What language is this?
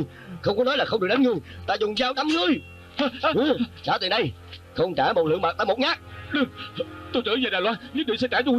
Vietnamese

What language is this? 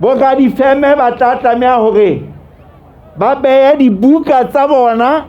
Southern Sotho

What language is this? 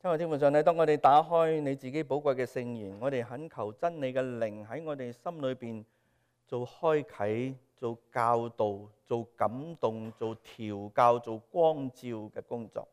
Cantonese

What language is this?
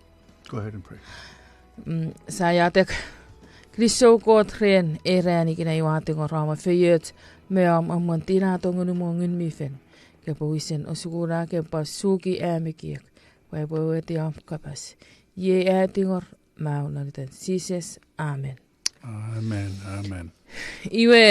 Chuukese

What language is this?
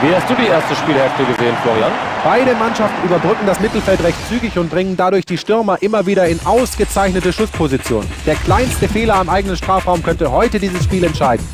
Bavarian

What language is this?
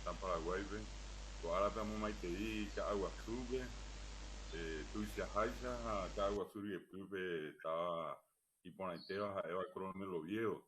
Guarani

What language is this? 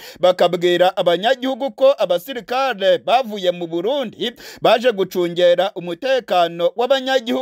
Kinyarwanda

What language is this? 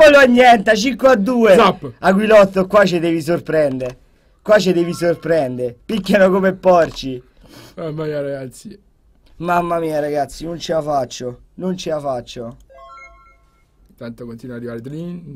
Italian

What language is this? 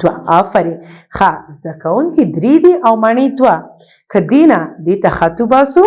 Pashto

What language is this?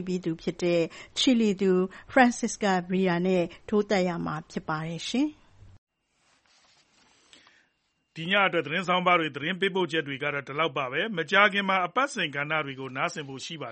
Burmese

